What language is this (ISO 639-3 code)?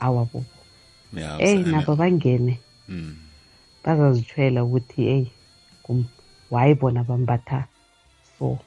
nbl